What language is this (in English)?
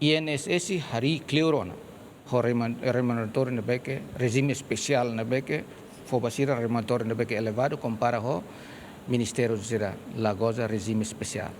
Tetum